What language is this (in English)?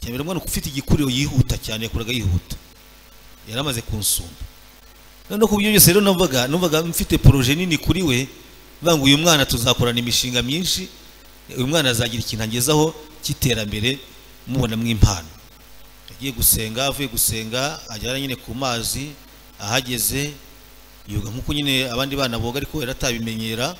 Kinyarwanda